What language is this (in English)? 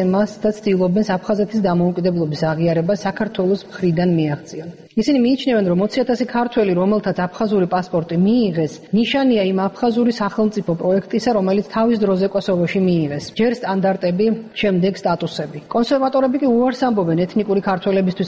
Georgian